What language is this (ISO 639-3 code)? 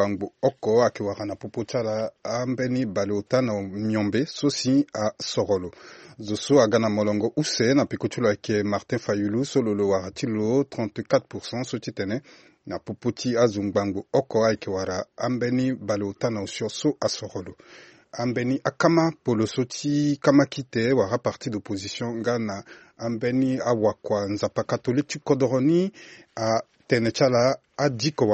sag